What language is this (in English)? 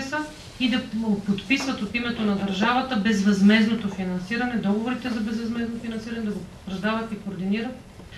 Bulgarian